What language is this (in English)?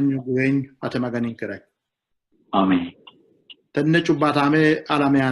Sidamo